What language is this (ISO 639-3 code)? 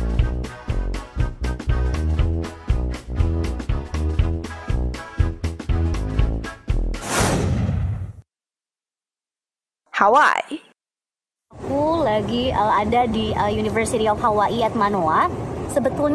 ind